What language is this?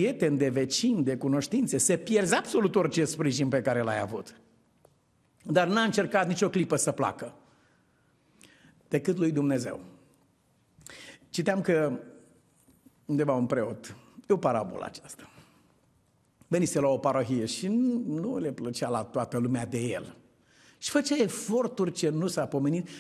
Romanian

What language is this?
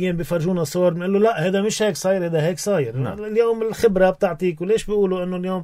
North Levantine Arabic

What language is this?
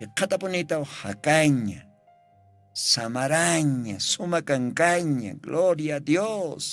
Aymara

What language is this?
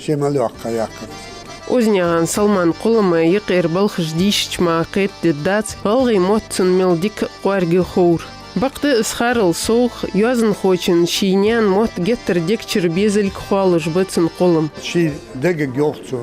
Ingush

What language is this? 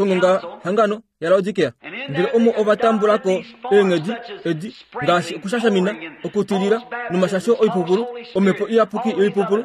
Kuanyama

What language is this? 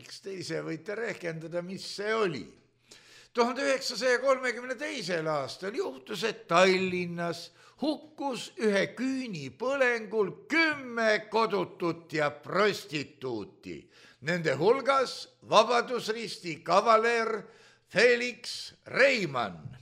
Estonian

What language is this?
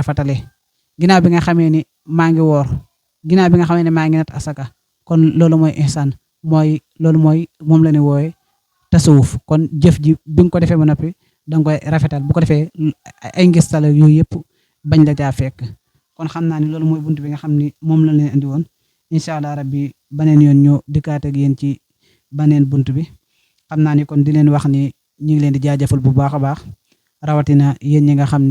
Wolof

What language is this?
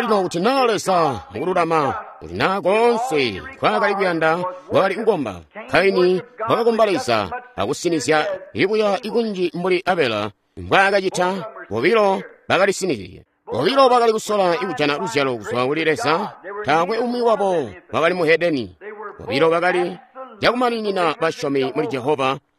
Tonga (Zambia)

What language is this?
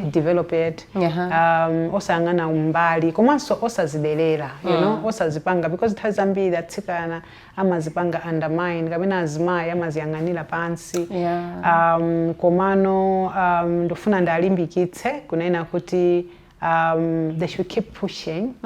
Nyanja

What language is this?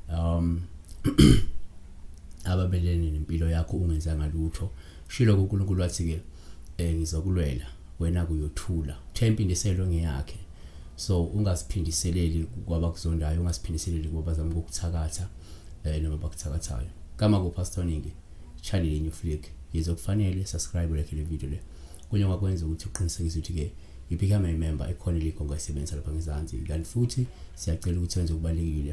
Zulu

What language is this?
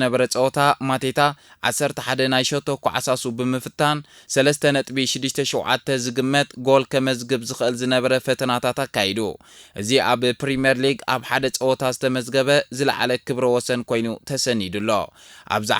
Tigrinya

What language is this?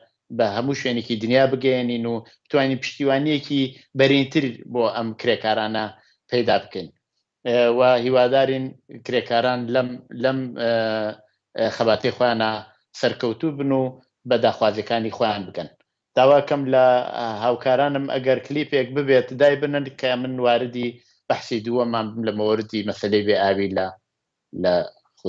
Central Kurdish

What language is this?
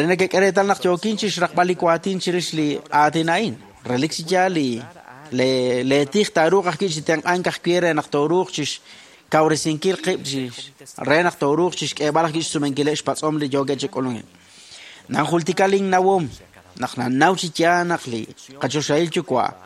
Kekchí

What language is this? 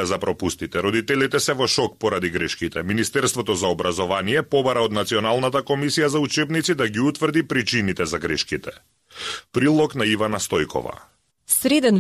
Macedonian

